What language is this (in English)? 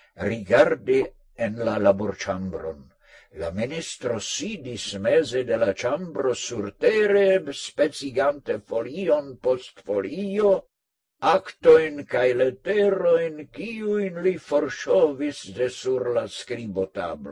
Esperanto